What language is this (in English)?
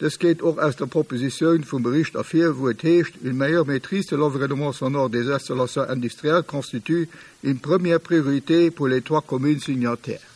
Luxembourgish